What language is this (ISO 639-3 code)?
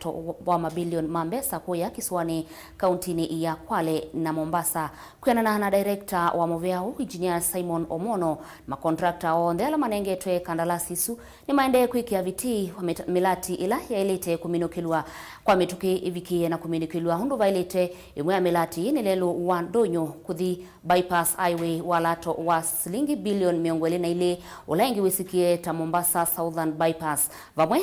kam